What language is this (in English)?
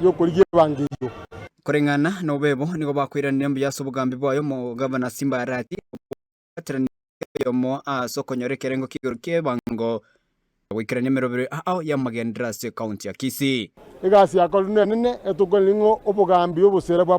Gusii